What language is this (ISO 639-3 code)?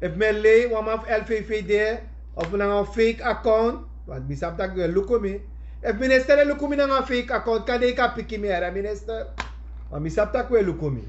srn